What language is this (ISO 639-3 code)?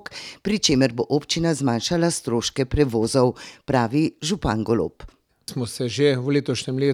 slv